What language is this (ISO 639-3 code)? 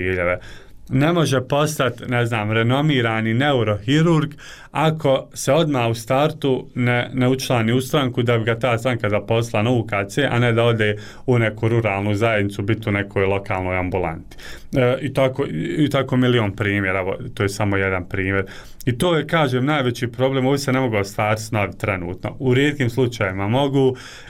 bos